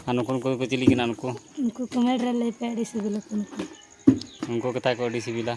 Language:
Santali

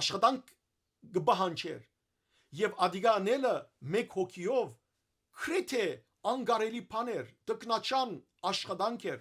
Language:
Western Armenian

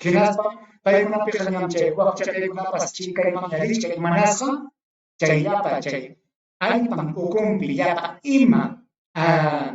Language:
Ayacucho Quechua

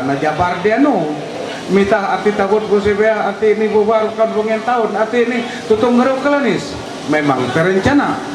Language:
Ma'anyan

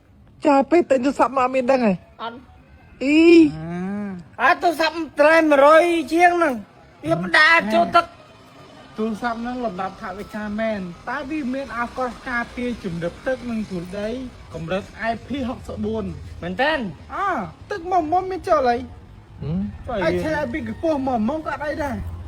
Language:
Khmer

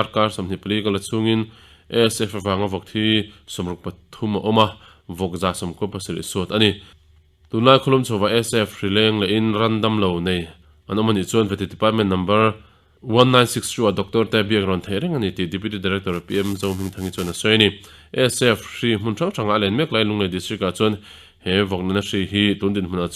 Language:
Mizo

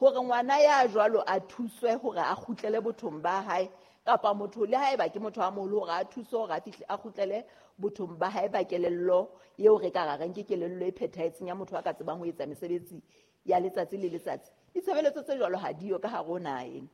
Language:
Southern Sotho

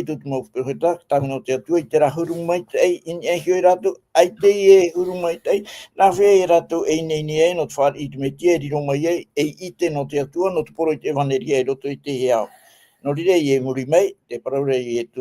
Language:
Tahitian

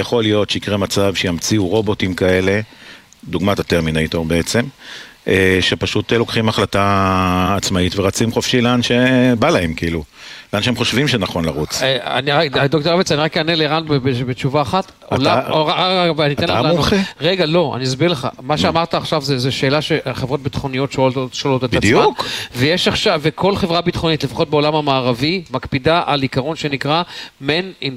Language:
Hebrew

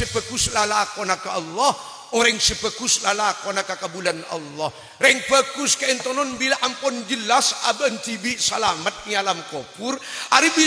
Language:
Madurese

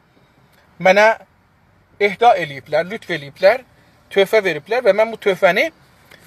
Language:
South Azerbaijani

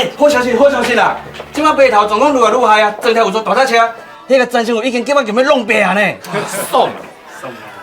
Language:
Min Nan Chinese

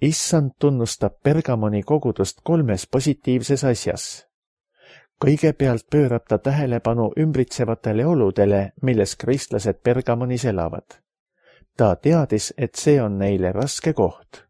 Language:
Estonian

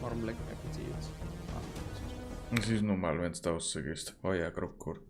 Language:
Bavarian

